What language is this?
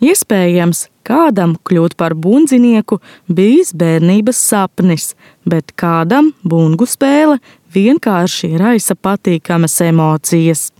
Latvian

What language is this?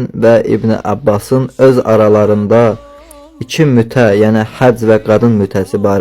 Azerbaijani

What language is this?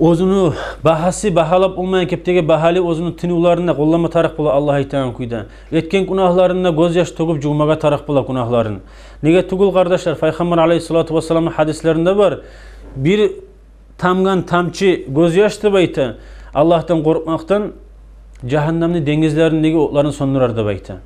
Kumyk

